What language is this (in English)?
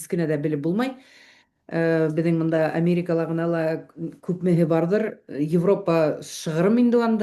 Bashkir